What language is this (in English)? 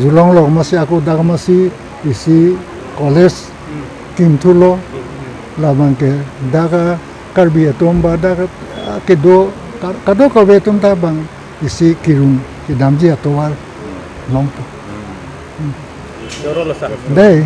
Karbi